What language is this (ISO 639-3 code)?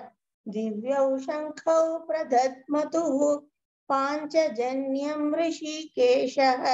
san